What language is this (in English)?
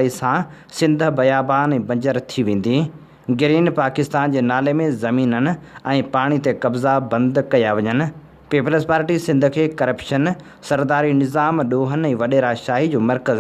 Sindhi